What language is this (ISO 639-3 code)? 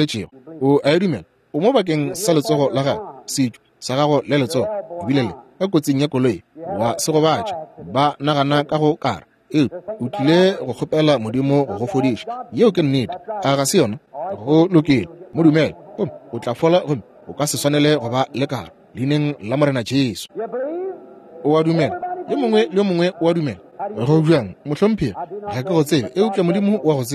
nso